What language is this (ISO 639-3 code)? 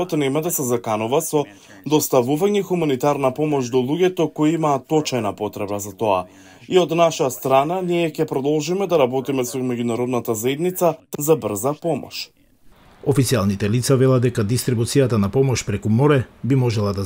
mkd